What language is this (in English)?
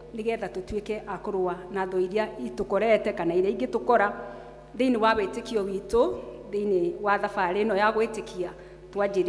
Kikuyu